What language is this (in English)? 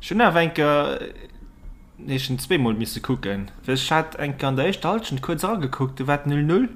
Luxembourgish